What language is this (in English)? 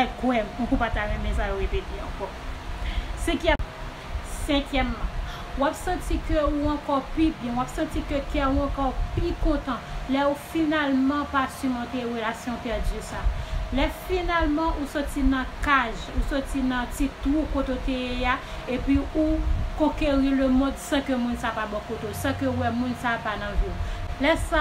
Haitian Creole